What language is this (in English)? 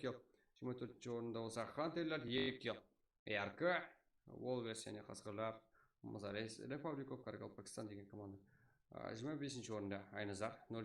Kara-Kalpak